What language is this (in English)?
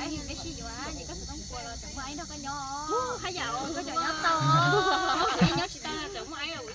Hmong